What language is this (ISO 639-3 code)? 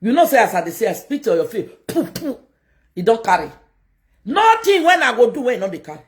pcm